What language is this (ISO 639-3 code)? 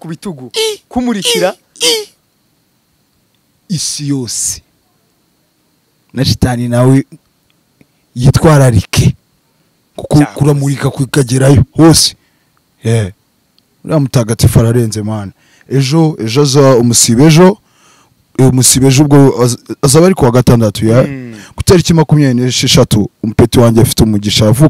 kin